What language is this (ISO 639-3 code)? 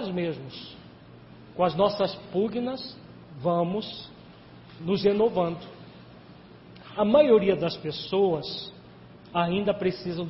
por